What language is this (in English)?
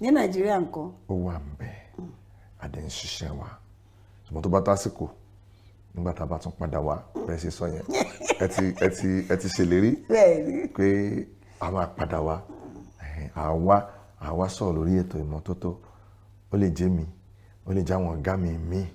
Yoruba